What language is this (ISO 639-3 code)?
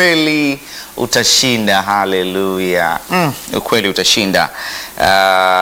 swa